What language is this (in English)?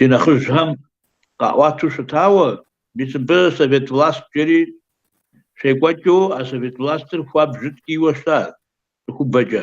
Kabardian